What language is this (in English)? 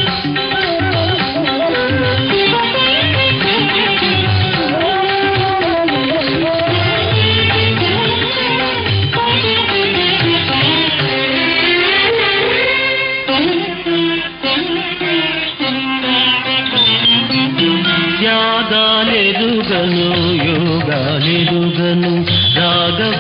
Telugu